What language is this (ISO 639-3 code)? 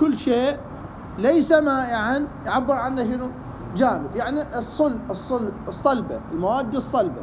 acm